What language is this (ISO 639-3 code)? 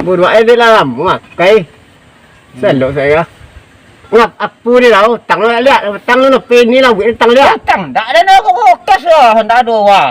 min